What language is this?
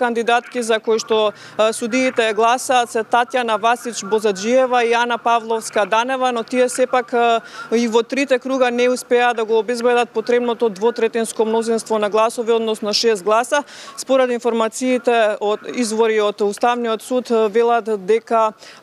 Macedonian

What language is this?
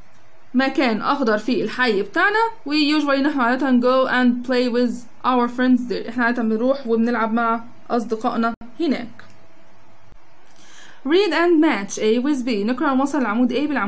Egyptian Arabic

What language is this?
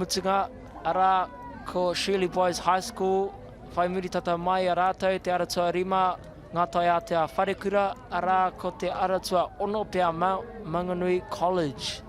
Māori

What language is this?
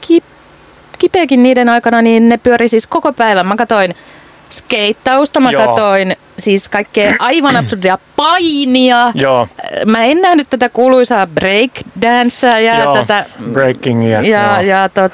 Finnish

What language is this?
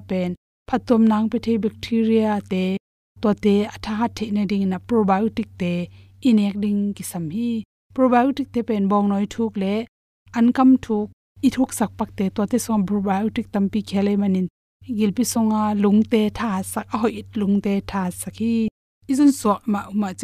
Tedim Chin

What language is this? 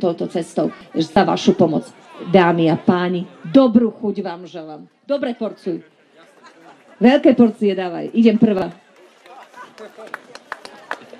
Slovak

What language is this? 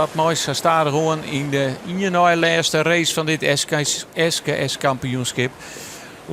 Western Frisian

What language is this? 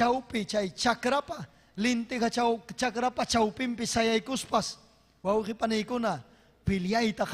Ayacucho Quechua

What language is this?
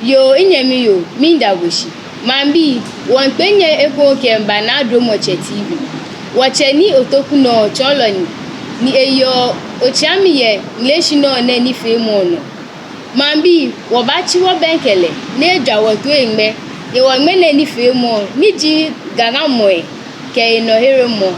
Ga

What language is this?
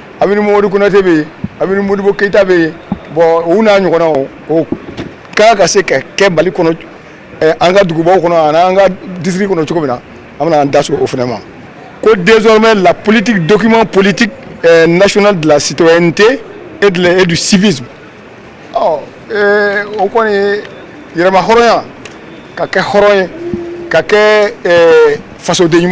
Bambara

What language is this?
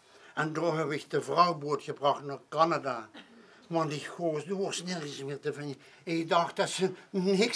Limburgish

